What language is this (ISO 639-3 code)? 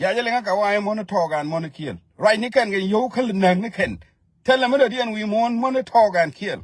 nus